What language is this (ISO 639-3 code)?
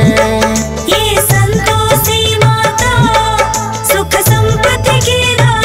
hin